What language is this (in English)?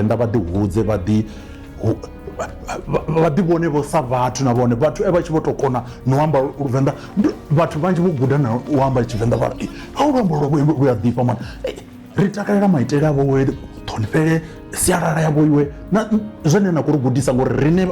Venda